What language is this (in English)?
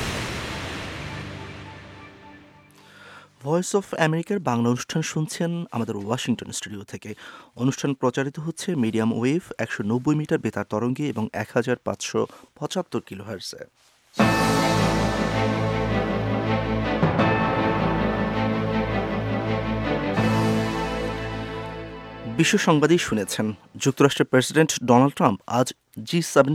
Bangla